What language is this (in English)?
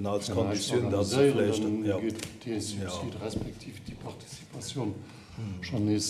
Luxembourgish